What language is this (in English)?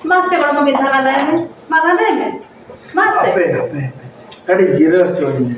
Santali